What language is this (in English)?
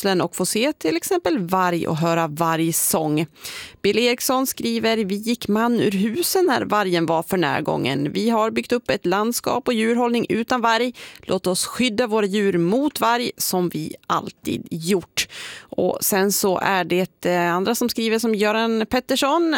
Swedish